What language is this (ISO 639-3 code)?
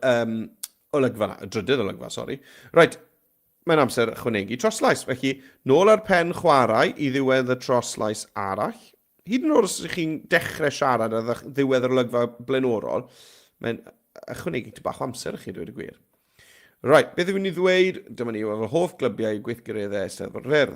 cym